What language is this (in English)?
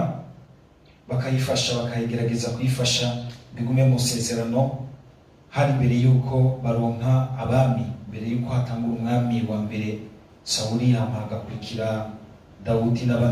Rundi